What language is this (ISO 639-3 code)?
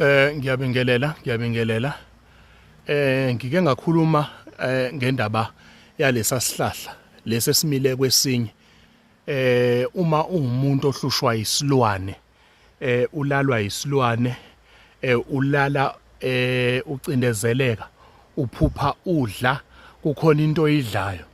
zul